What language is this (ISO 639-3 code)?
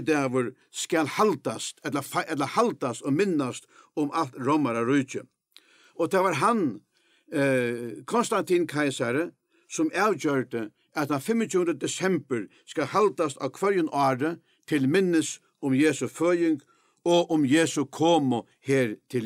fao